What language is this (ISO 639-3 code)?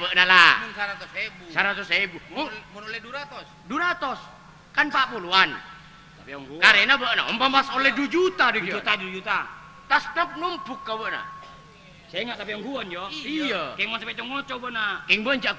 mad